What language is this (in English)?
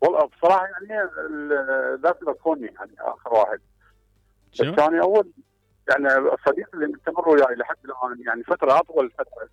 Mesopotamian Arabic